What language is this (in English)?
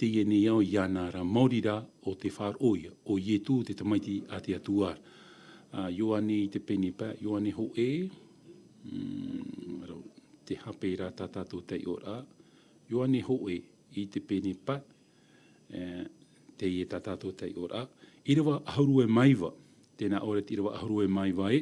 Tahitian